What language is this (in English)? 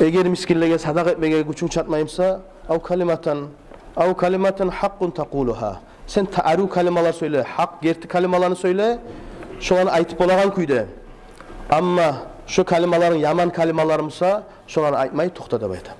Kumyk